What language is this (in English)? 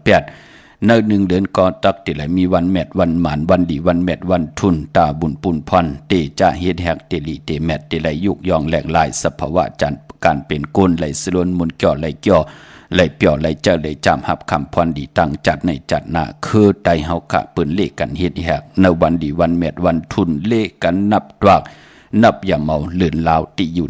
Shan